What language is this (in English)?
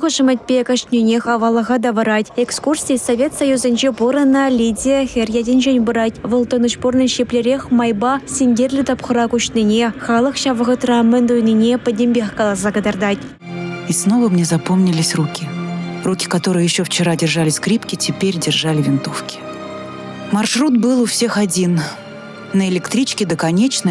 Chuvash